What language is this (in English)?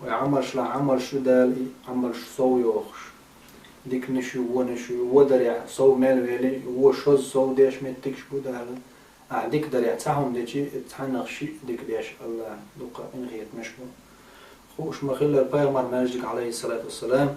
Chechen